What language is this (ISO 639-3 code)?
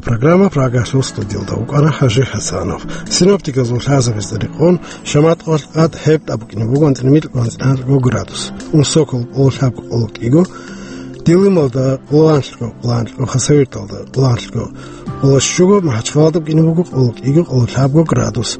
ava